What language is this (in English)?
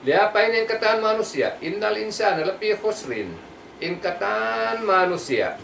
Tausug